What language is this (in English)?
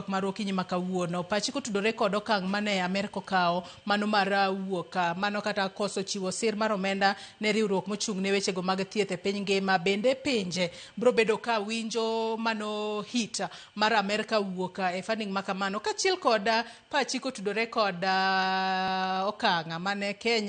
Luo (Kenya and Tanzania)